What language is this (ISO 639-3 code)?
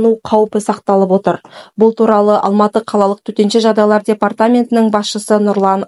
kaz